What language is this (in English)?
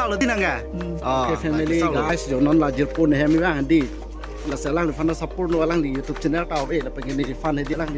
Karbi